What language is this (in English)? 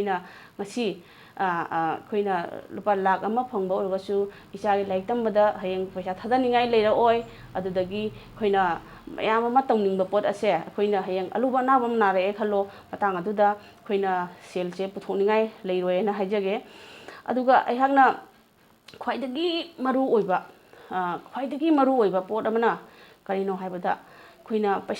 Manipuri